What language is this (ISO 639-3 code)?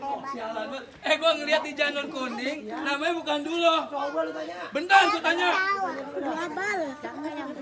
bew